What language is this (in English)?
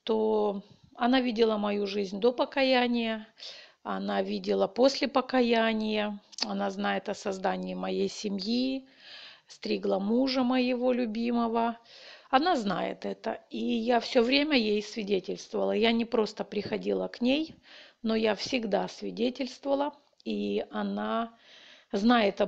Russian